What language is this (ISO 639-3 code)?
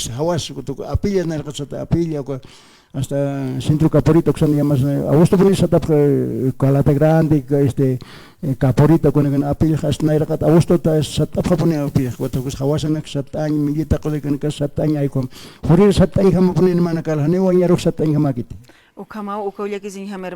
aym